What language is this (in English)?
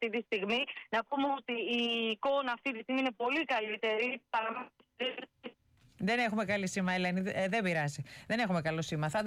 Greek